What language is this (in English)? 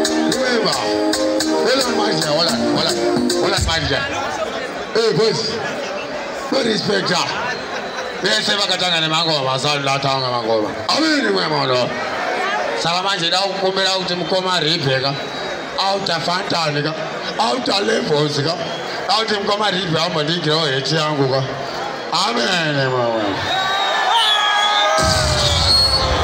English